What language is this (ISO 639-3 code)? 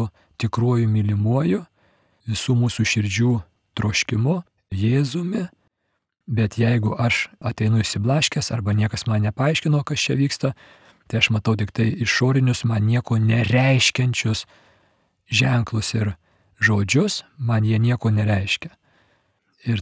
lit